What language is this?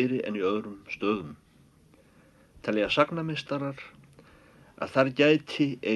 Icelandic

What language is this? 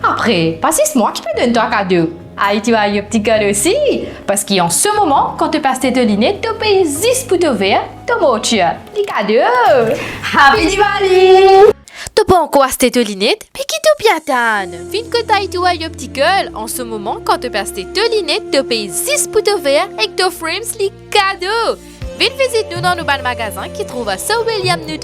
Morisyen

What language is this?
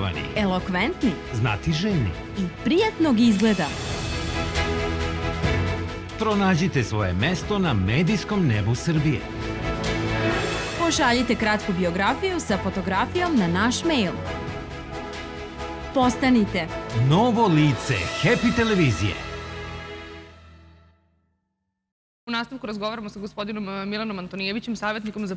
Serbian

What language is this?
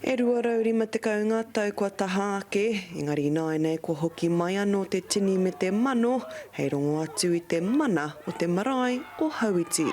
Māori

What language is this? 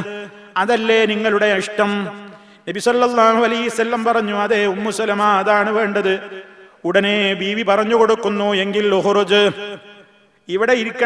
Malayalam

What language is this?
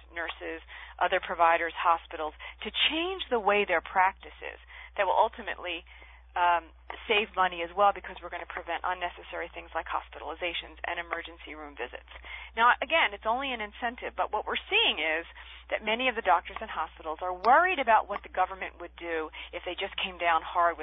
English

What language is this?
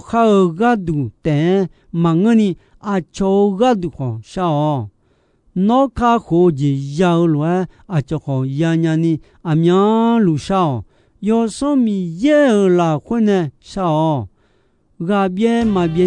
Akha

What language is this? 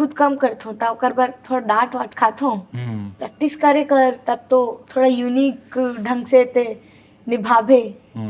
Chhattisgarhi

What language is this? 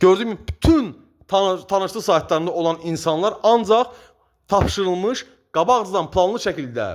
Azerbaijani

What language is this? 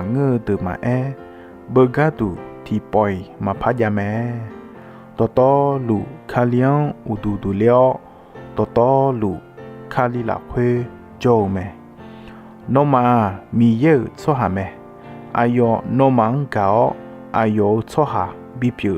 Akha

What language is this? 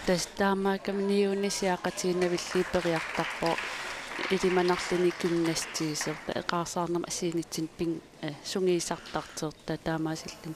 Kalaallisut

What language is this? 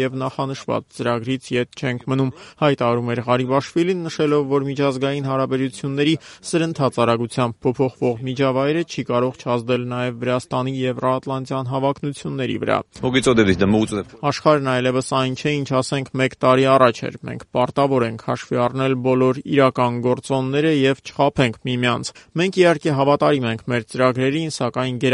Armenian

